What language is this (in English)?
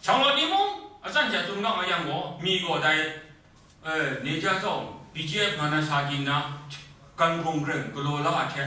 Kachin